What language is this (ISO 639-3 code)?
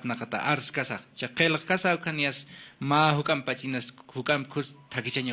aym